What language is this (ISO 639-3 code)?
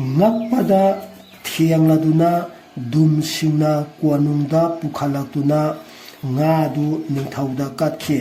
mni